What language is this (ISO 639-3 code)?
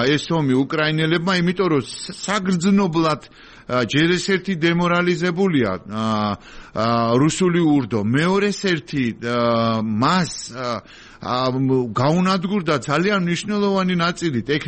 kat